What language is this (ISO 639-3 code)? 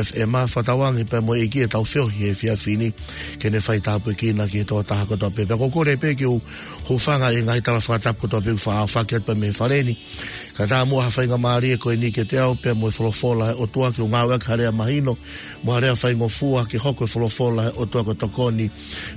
ton